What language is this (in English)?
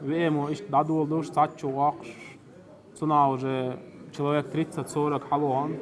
Chechen